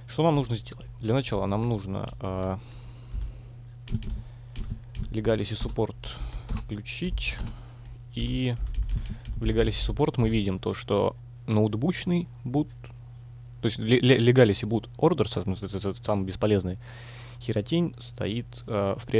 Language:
Russian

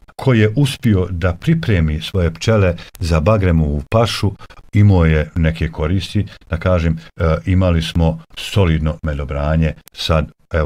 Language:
Bosnian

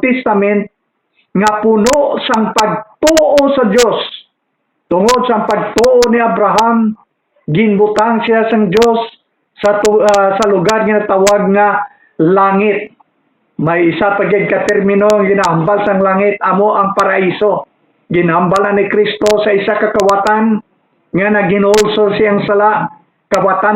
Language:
Hiligaynon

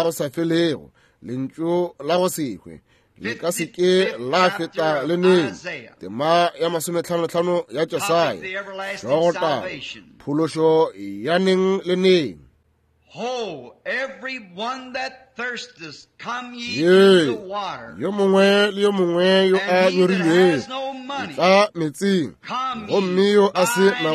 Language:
Northern Sotho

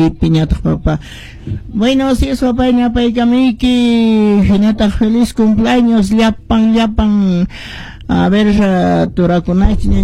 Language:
Quechua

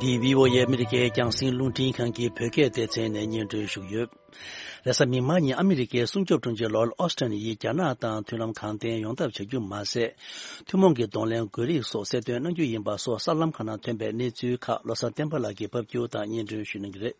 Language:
Tibetan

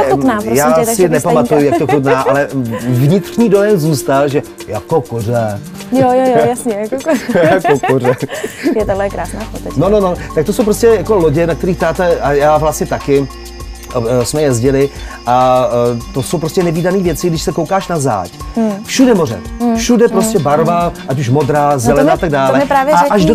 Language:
Czech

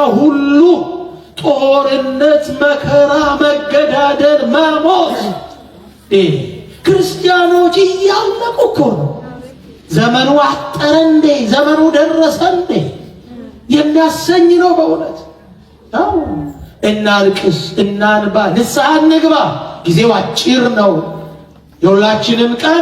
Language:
Amharic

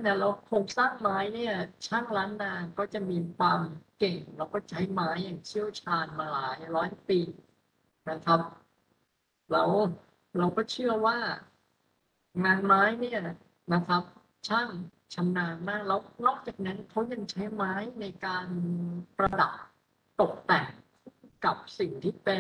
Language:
Thai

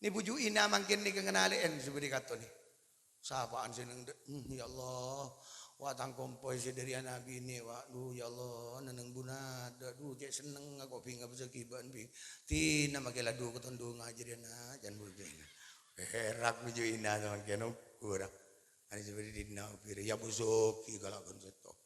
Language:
Madurese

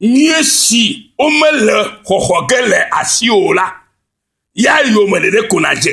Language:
Ewe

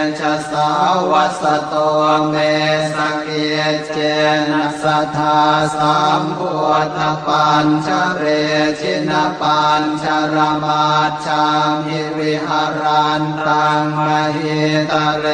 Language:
Pali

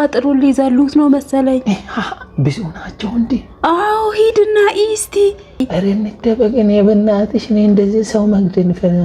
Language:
Amharic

